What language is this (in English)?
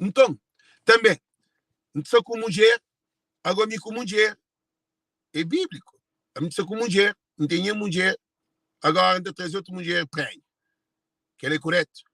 Kabuverdianu